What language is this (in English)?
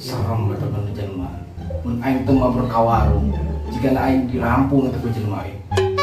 Sundanese